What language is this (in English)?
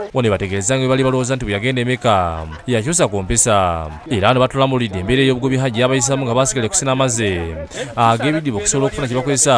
Ganda